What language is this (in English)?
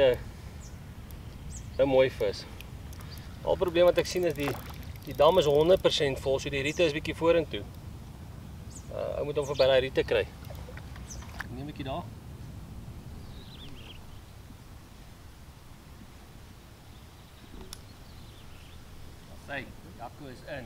Afrikaans